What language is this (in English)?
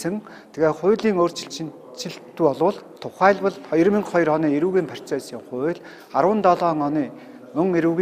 Mongolian